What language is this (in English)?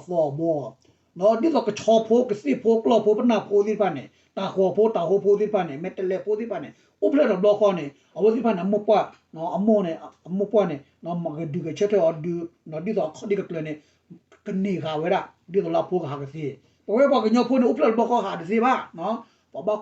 S'gaw Karen